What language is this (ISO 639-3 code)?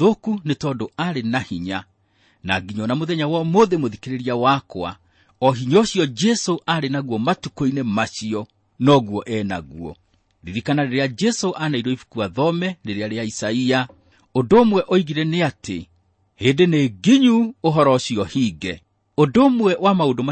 kik